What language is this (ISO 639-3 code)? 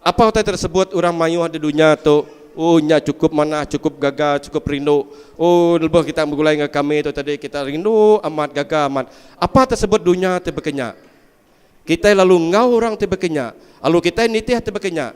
iba